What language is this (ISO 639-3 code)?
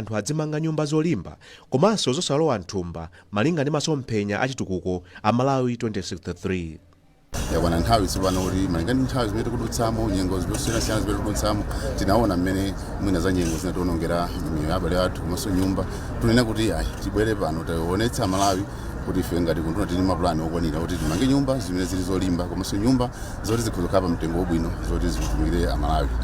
nya